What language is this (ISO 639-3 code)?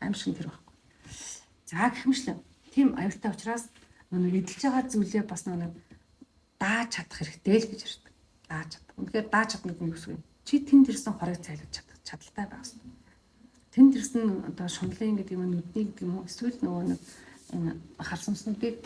mon